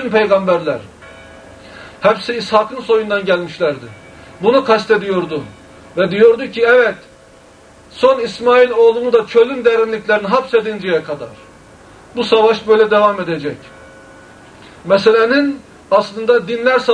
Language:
Turkish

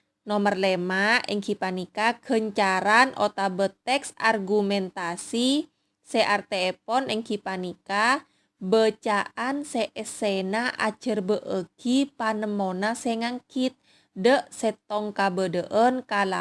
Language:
Madurese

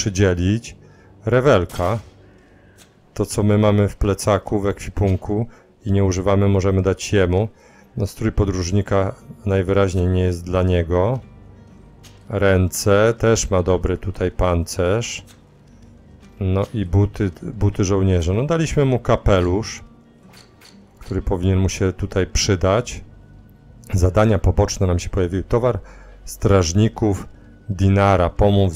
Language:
Polish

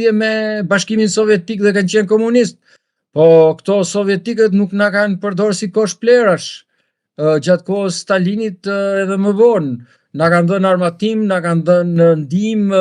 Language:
Albanian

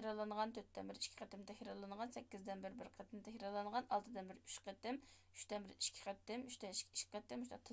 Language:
Uyghur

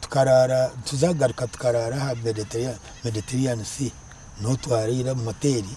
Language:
Nyankole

